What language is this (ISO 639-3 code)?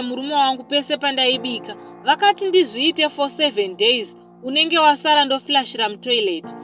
sna